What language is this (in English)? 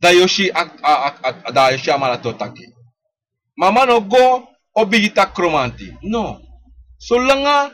Sranan Tongo